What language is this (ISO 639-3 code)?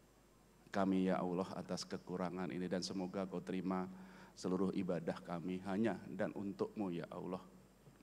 ind